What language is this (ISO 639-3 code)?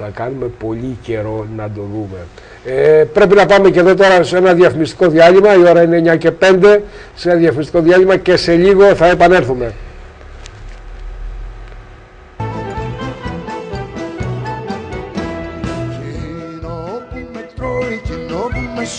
ell